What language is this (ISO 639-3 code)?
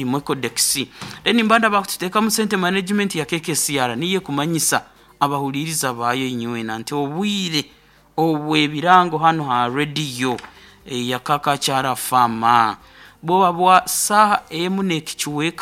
nyn